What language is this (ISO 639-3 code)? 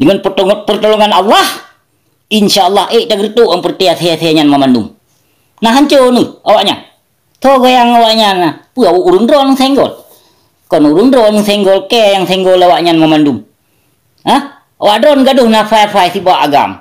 ace